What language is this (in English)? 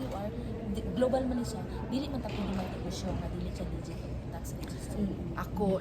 Cebuano